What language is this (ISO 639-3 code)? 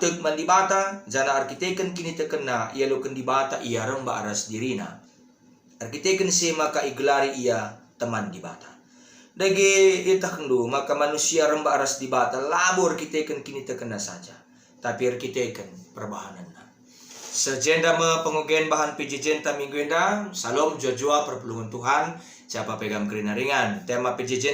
btx